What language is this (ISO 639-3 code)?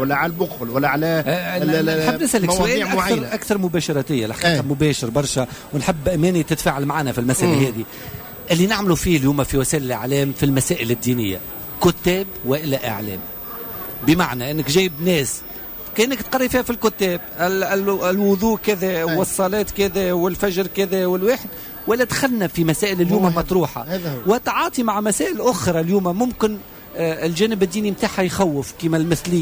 aeb